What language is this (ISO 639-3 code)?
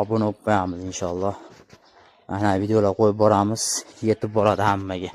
uzb